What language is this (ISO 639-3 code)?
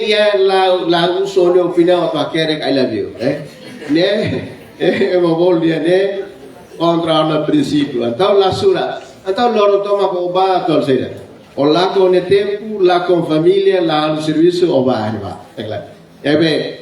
tet